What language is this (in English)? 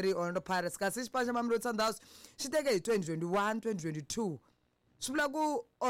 Tsonga